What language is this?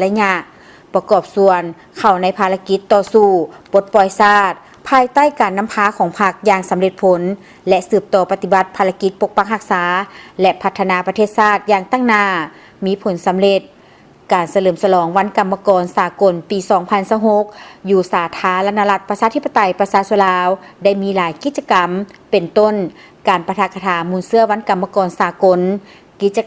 Lao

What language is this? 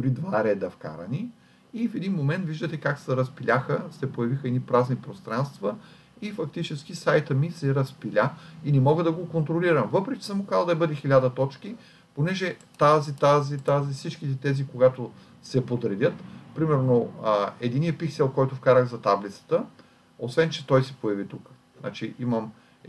Bulgarian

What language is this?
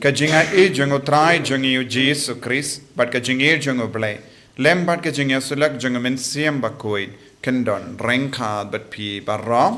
Khasi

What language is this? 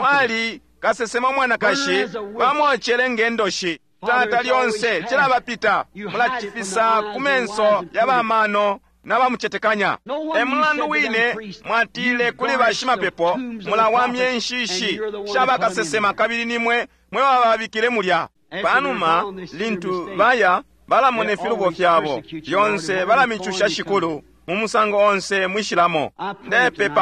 Bemba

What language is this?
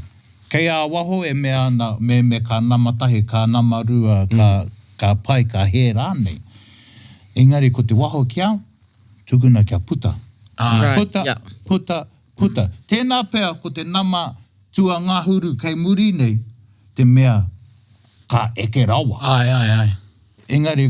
Māori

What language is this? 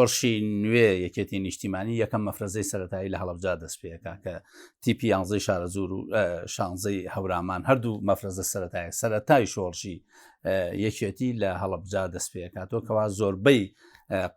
Central Kurdish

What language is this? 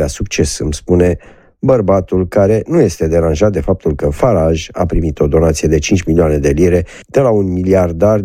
Romanian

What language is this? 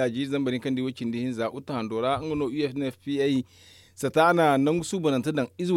Zarma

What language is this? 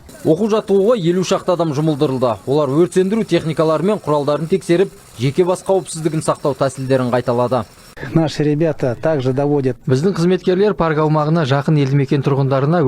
Kazakh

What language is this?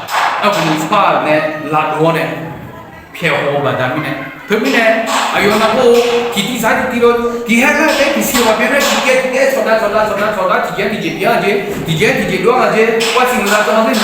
Akha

